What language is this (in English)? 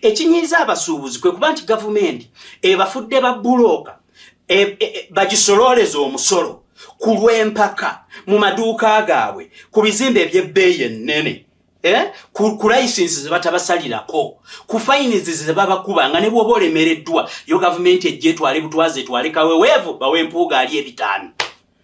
Ganda